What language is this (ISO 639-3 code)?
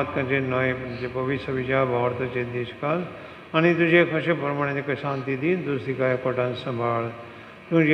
kok